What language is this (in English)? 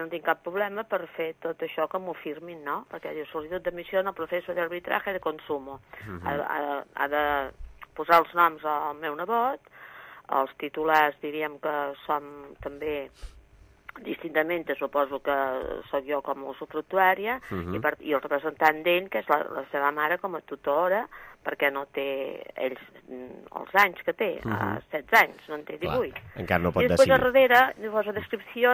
Catalan